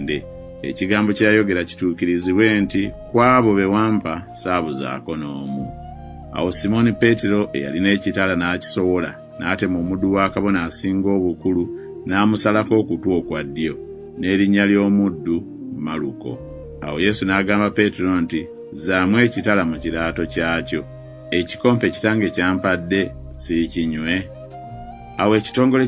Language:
Ganda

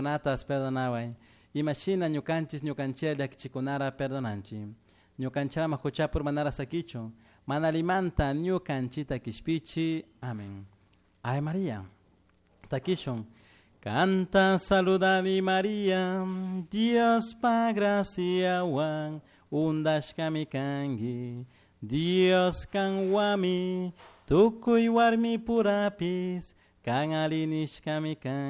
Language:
Chimborazo Highland Quichua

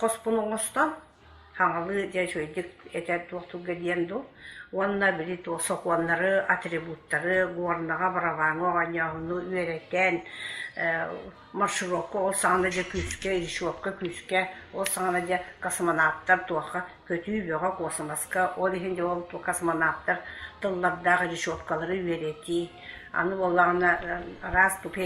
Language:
Yakut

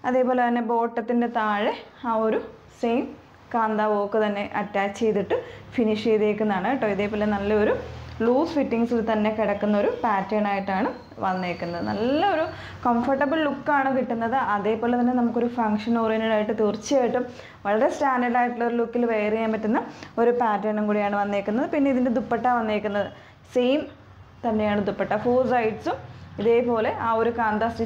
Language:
Malayalam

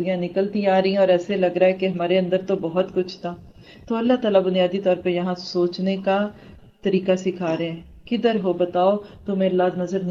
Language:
Urdu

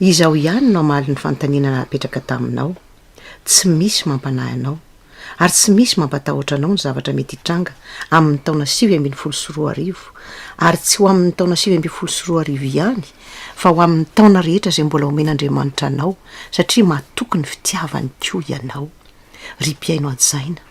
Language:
Malagasy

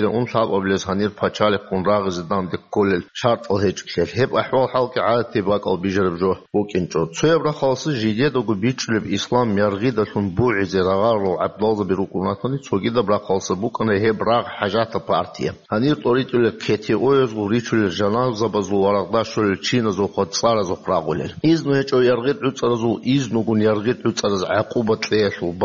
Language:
Avaric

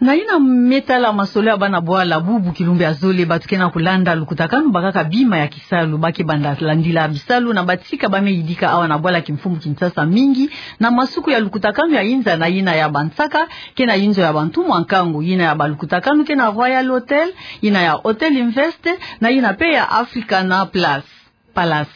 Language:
Kituba (Democratic Republic of Congo)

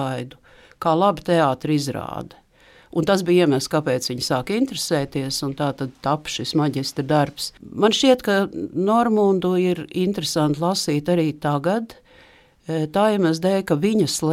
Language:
Latvian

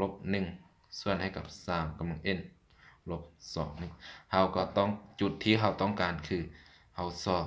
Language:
Lao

